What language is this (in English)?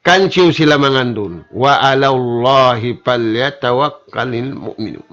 Tausug